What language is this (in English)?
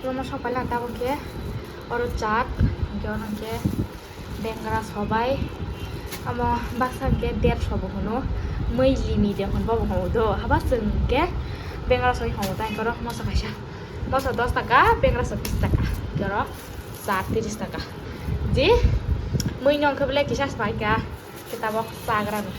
Kok Borok